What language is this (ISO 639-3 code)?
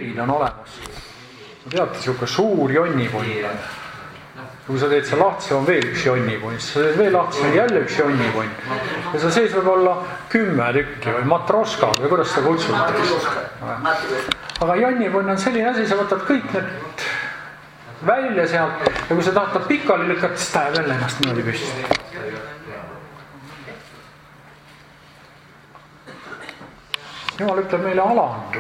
est